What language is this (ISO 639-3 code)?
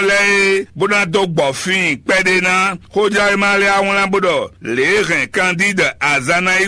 fon